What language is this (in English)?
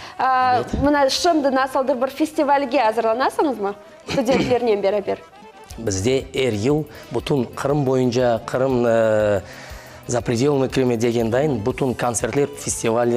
Crimean Tatar